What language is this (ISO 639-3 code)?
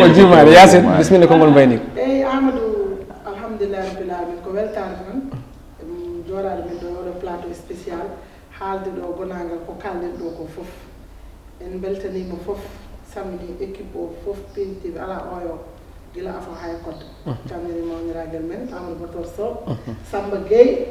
ful